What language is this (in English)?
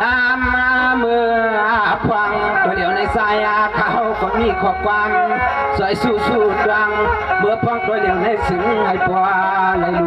Shan